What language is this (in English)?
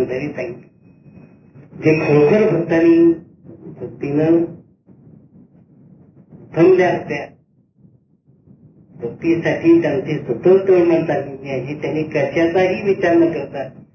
Marathi